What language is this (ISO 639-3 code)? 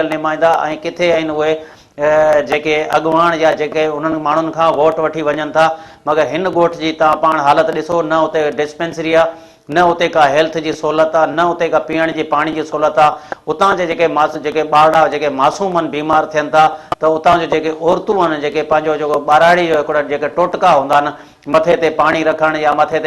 snd